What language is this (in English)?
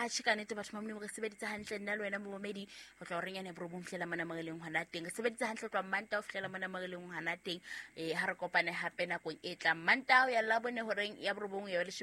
Southern Sotho